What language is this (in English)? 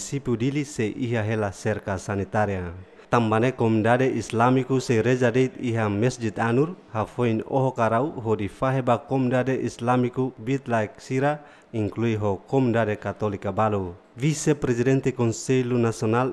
Tetum